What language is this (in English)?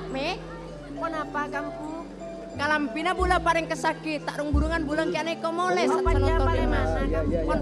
Madurese